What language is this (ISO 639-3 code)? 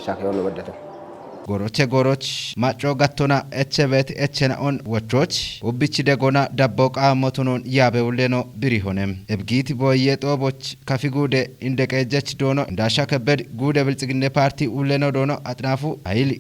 kbr